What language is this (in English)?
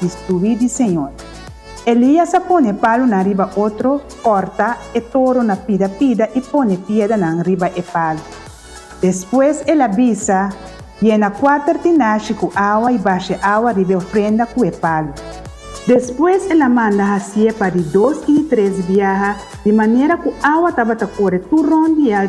Papiamento